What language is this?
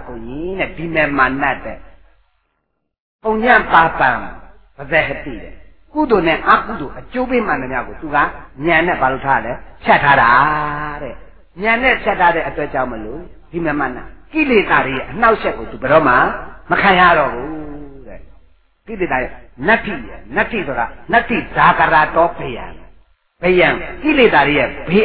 Burmese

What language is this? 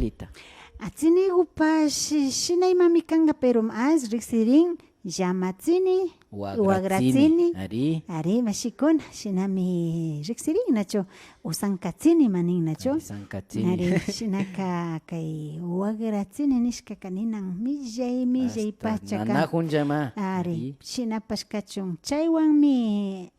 Imbabura Highland Quichua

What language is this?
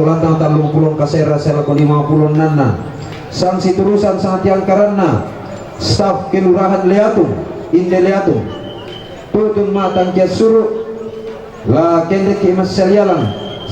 Toraja-Sa'dan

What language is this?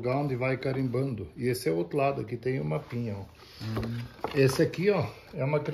Portuguese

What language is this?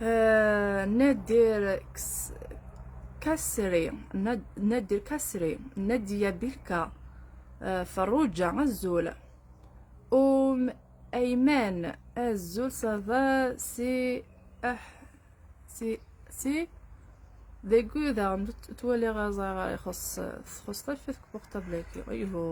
Kabyle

